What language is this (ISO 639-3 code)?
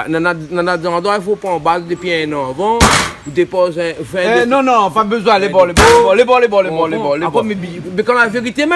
rcf